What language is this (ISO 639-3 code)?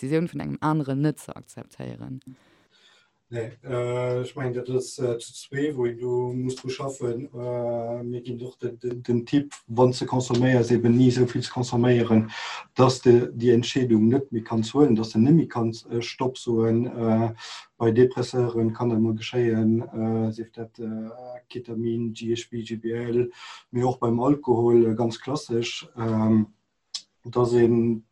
ltz